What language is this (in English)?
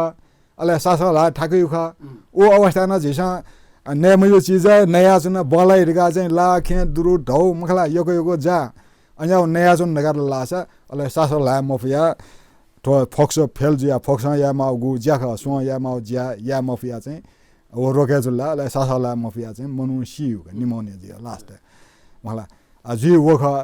Newari